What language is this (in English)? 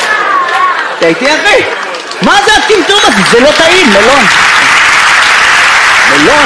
Hebrew